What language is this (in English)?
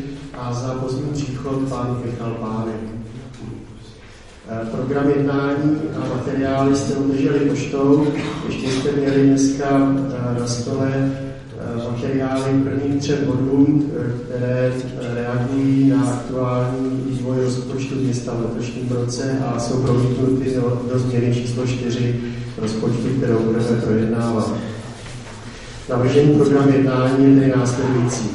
Czech